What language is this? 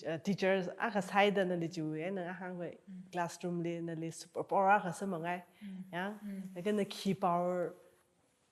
Tangkhul Naga (India)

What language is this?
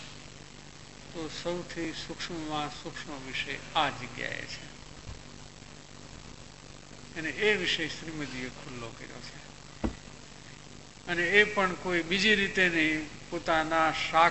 Gujarati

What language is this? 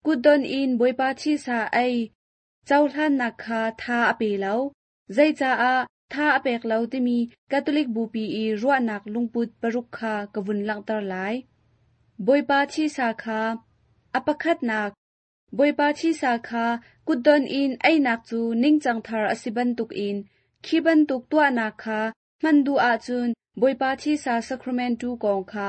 Hakha Chin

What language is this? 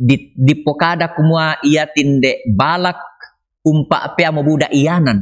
Toraja-Sa'dan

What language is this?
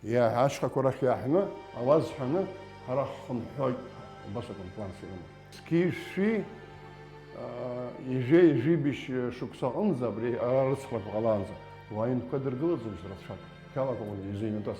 Abkhazian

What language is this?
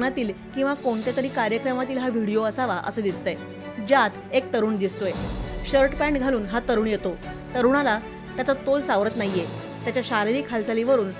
Marathi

